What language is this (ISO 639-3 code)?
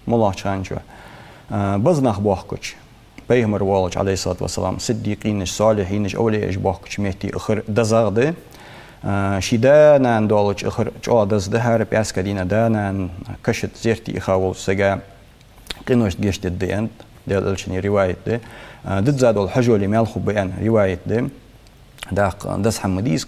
inh